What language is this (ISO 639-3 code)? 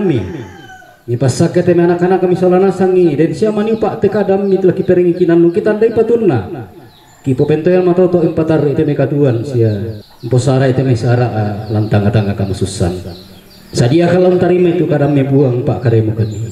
sda